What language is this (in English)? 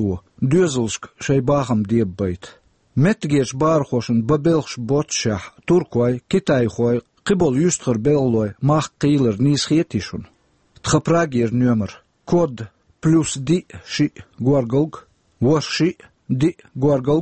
Chechen